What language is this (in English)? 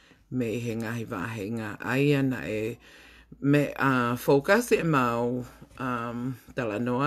Tongan